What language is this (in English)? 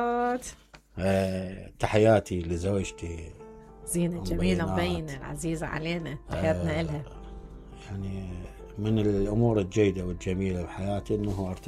Mesopotamian Arabic